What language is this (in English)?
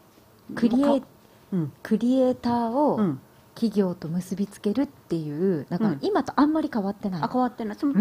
Japanese